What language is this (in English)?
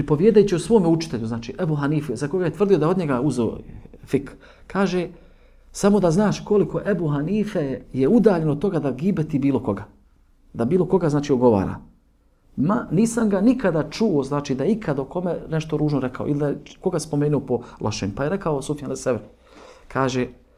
Bosnian